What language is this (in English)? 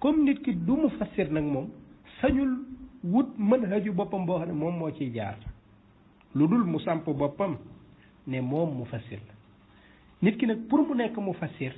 Wolof